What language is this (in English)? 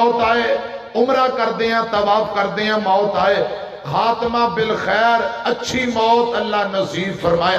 Western Panjabi